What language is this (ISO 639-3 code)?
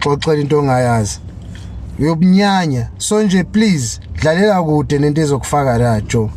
zul